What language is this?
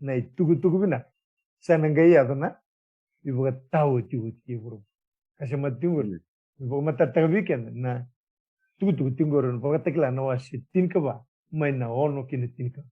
Fijian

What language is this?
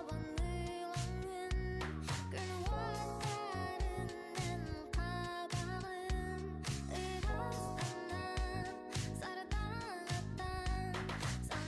Yakut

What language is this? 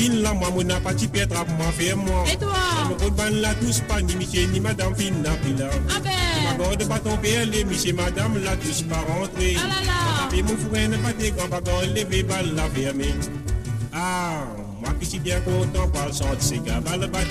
Morisyen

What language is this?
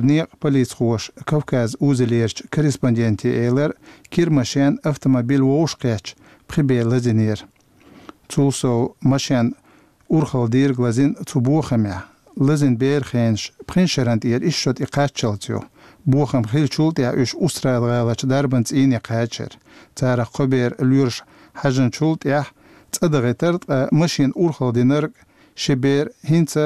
Chechen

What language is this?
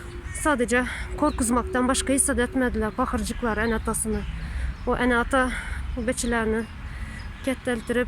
Turkmen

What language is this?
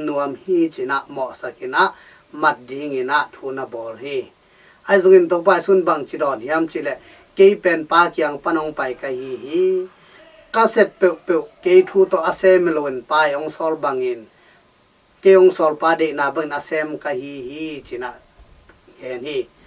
Tedim Chin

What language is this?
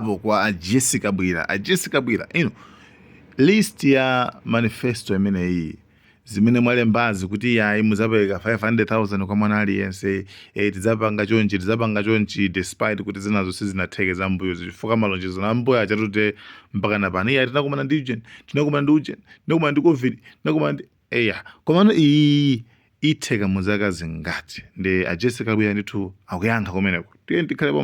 Nyanja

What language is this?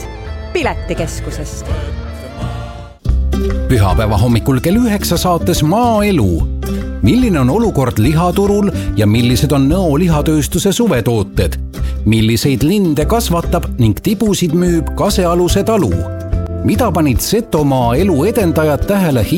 Estonian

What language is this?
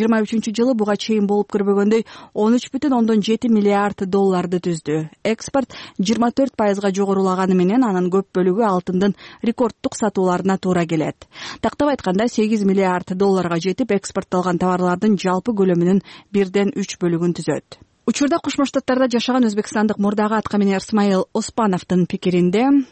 Kyrgyz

